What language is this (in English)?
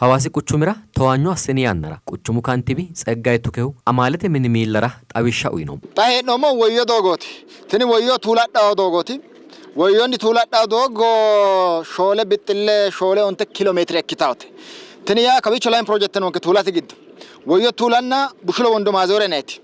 Sidamo